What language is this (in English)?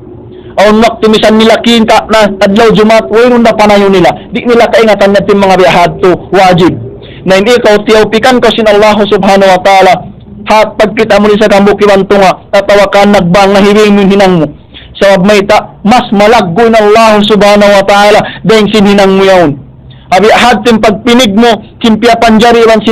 Tausug